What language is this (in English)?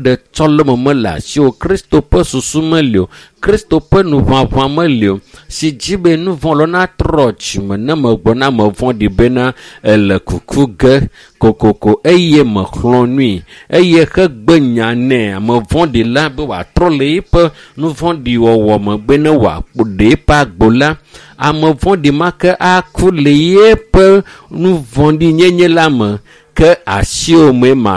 Ewe